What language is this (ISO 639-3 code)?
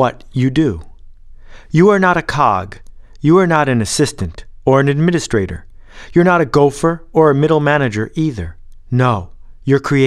eng